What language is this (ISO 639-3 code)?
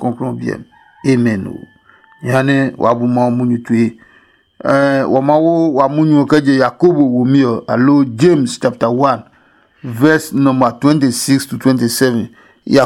ada